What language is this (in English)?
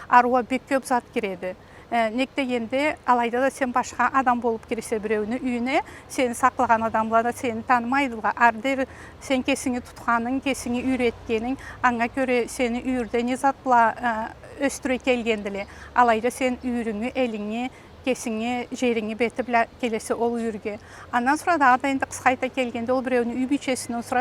Karachay-Balkar